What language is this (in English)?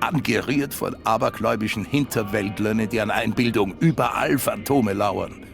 Bavarian